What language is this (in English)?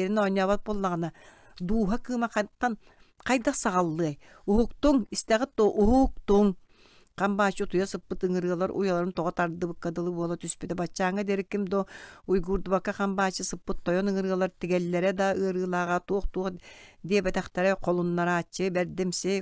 Yakut